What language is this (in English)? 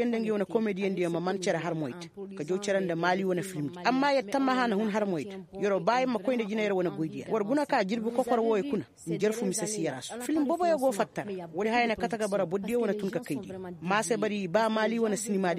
Koyraboro Senni